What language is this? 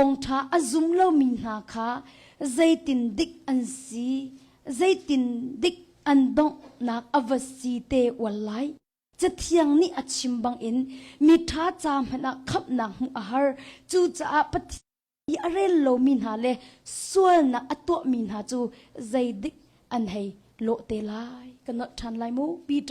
Hakha Chin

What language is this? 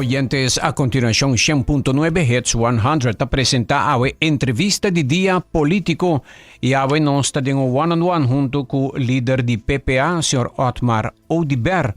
Papiamento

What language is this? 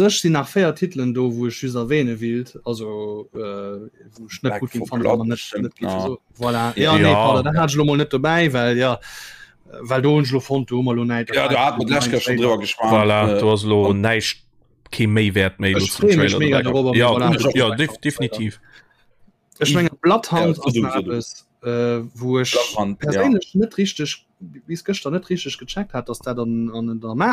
Luxembourgish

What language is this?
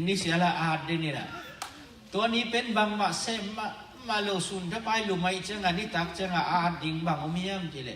Tedim Chin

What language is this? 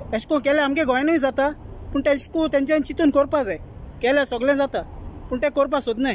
Konkani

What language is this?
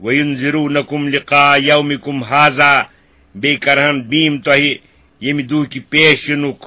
Kashmiri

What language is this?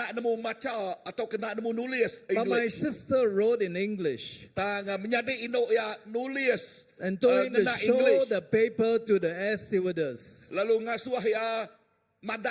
Iban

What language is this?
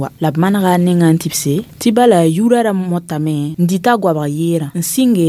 Mossi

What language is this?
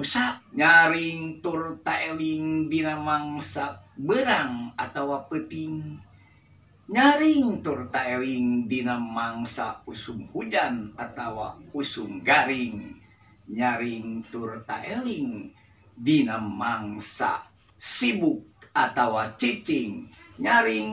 Sundanese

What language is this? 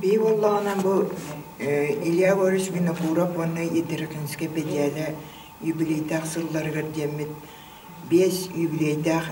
Yakut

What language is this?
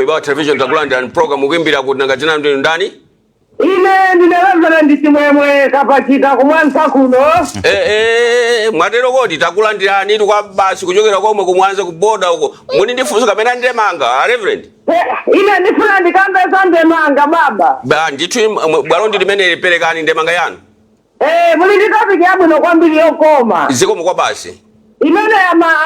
Nyanja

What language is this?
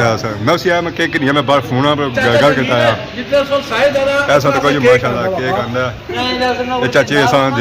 Pahari-Potwari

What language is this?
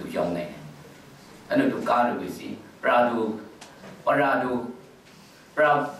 Burmese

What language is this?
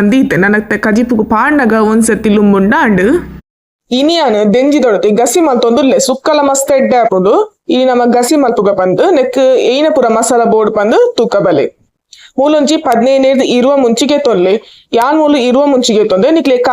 Tulu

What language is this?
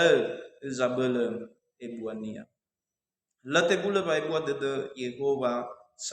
Nias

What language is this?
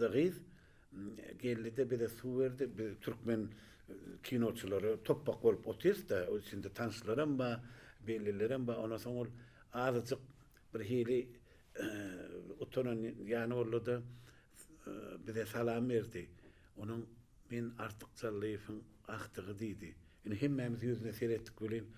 Turkmen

